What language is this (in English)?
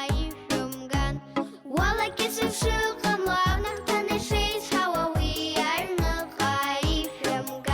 Abkhazian